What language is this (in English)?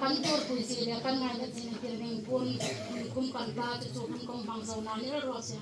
Hmar